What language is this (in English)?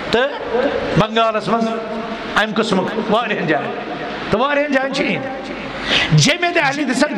Kashmiri